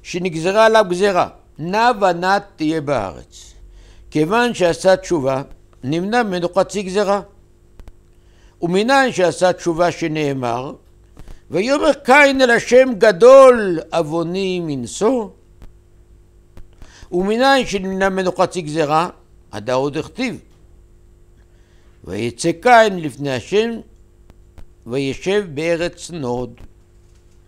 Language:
Hebrew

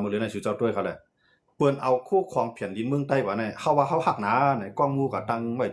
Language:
Shan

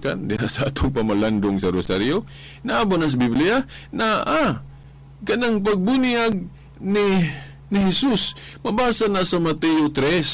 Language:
Cebuano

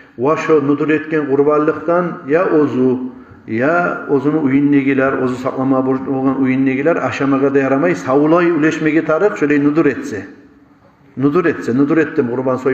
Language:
Kumyk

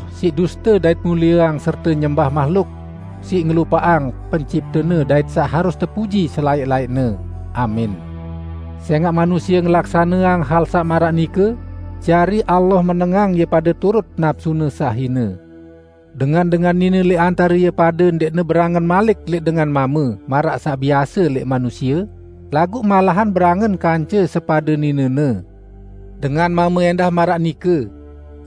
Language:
Sasak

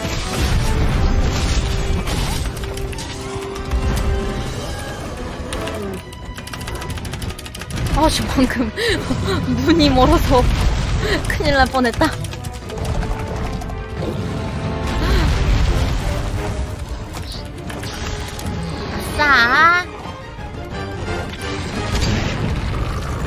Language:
Korean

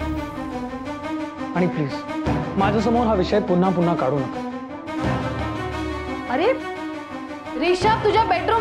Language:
Marathi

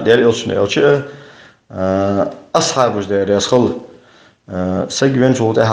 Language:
Ingush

